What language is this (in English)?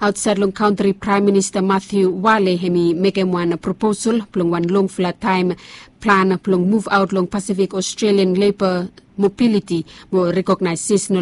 Bislama